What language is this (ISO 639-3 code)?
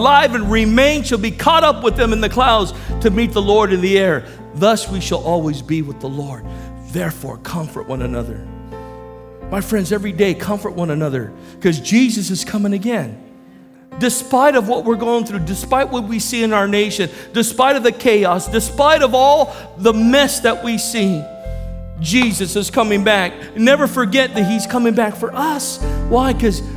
eng